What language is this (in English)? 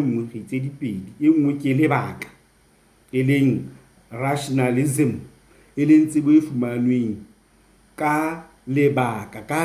Southern Sotho